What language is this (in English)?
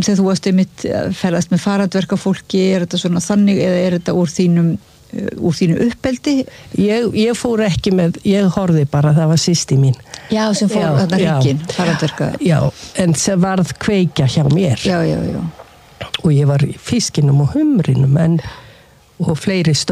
Icelandic